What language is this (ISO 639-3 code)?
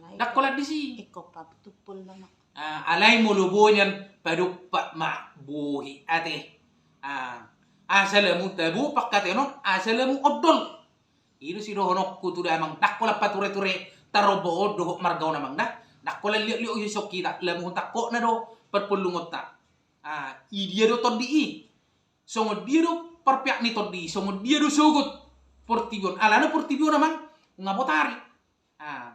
bbc